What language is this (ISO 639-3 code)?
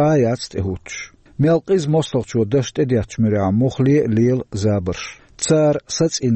che